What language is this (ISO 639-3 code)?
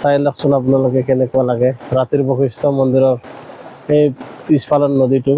asm